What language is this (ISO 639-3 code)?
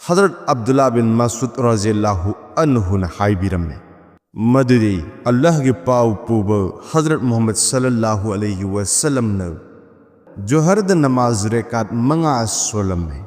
mni